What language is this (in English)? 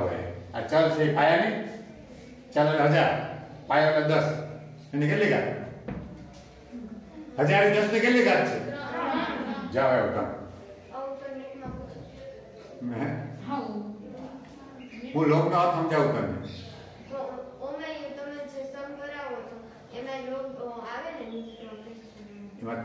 Gujarati